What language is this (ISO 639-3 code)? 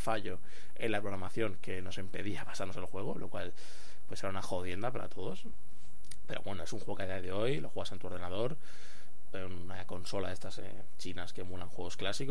spa